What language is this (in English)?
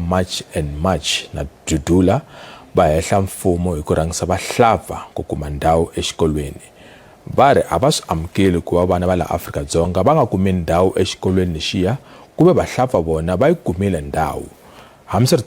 Tsonga